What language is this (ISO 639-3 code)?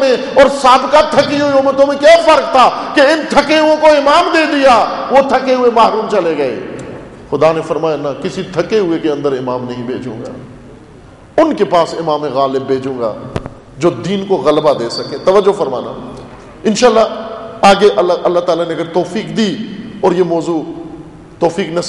urd